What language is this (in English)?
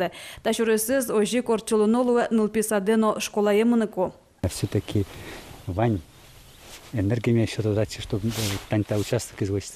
Udmurt